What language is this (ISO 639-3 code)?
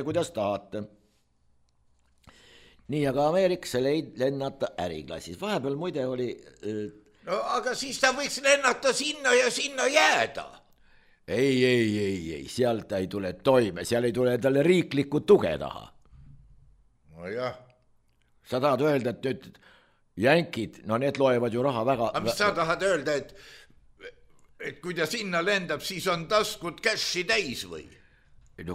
est